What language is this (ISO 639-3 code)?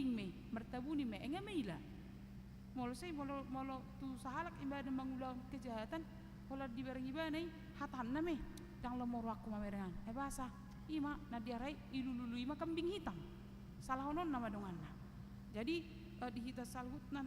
bbc